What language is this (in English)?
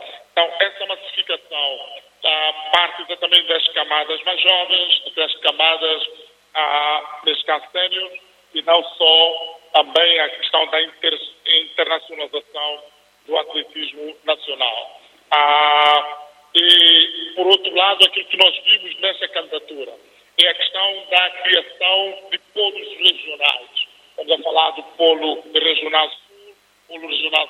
Portuguese